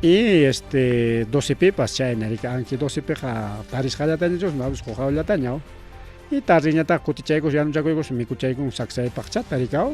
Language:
Ayacucho Quechua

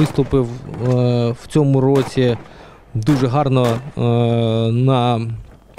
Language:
Ukrainian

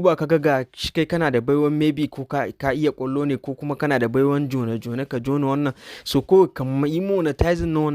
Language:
Hausa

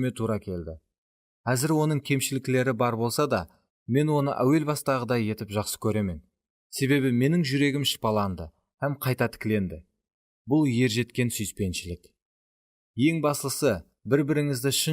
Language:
Kara-Kalpak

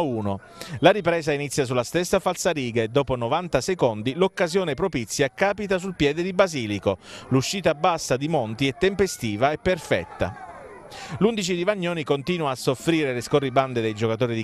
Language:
Italian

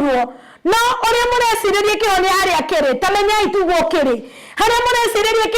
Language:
Kikuyu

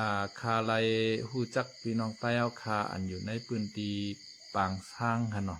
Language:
Shan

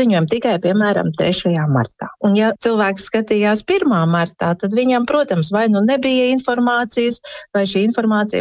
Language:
Latvian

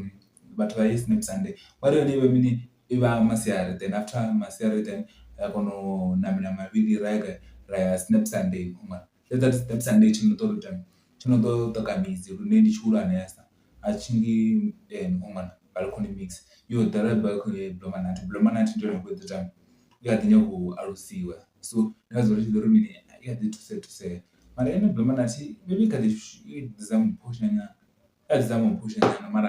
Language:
Venda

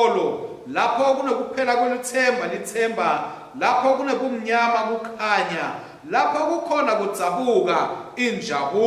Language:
Swati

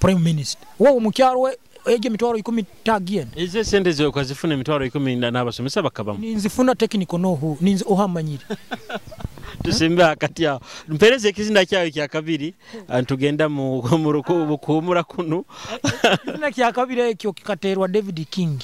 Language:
Nyoro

